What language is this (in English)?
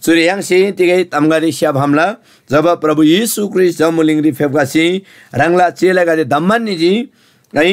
Eastern Tamang